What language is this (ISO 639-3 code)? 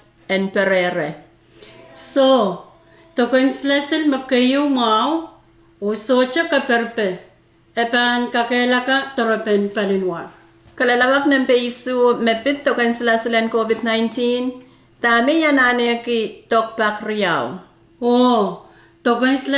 pon